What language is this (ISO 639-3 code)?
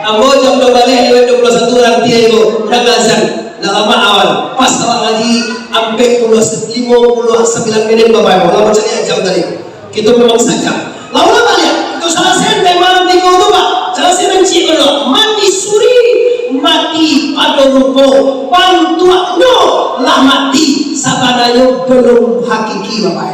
min